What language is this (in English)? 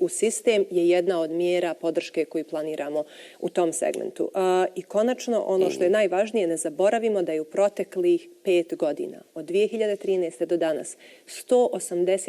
Bosnian